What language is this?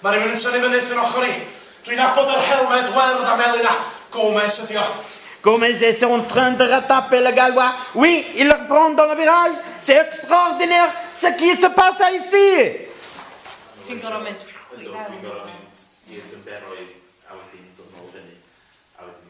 Welsh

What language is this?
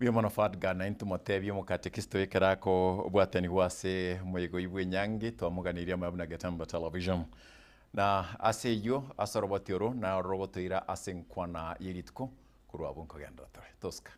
Gusii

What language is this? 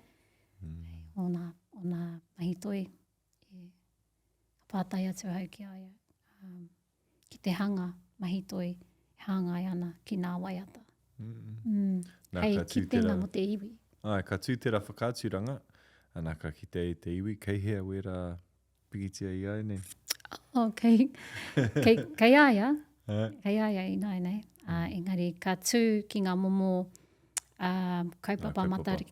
Māori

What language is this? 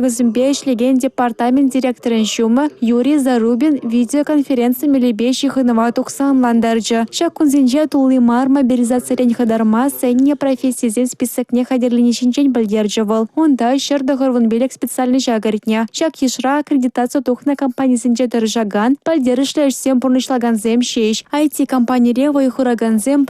Chuvash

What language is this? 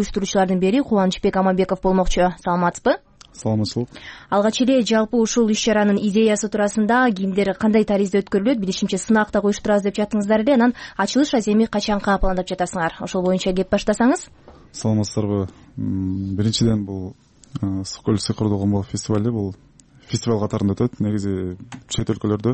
Kyrgyz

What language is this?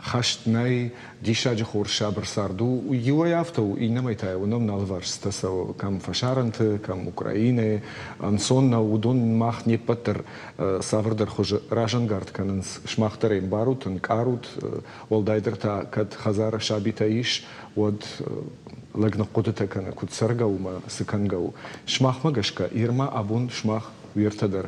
Ossetic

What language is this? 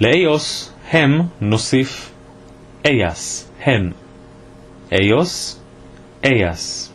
Ladino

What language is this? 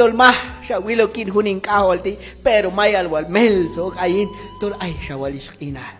Q'anjob'al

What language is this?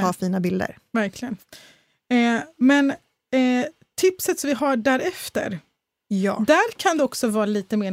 Swedish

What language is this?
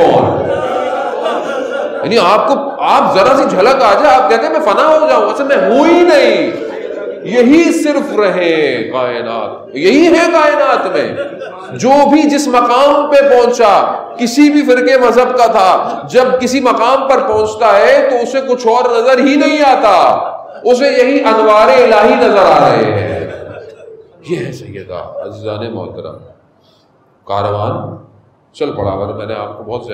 Urdu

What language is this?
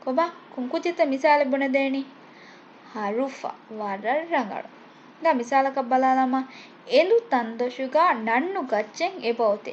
Divehi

